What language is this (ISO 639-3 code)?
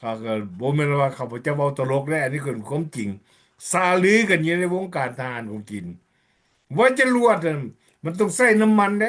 lao